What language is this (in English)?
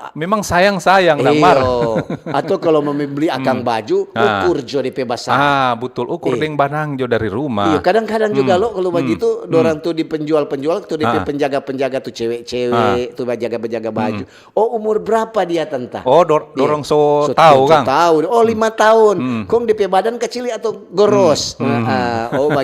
Manado Malay